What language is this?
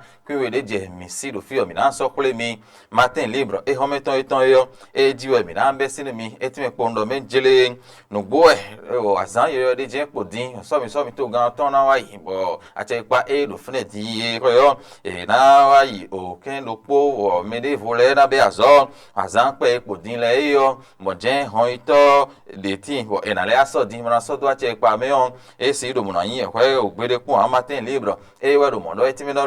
Fon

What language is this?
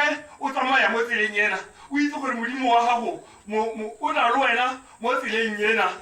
Tswana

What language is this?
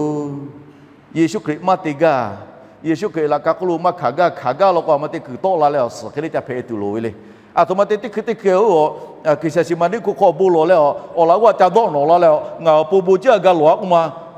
Lahu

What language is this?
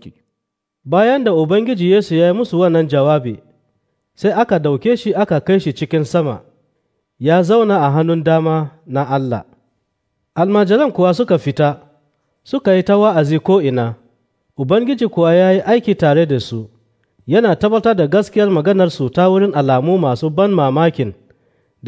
Hausa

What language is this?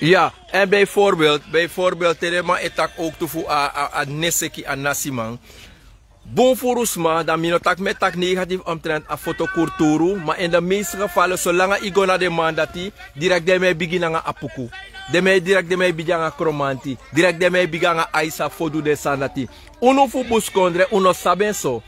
Sranan Tongo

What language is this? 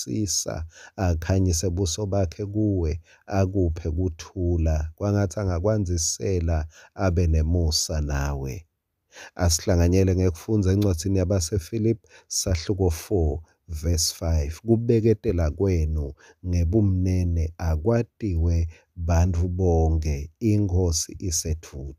Swati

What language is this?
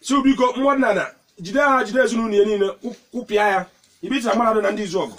Igbo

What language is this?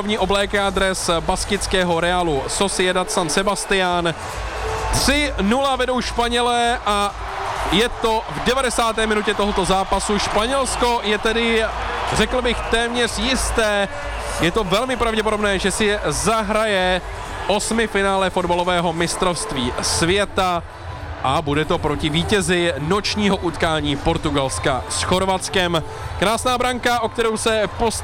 Czech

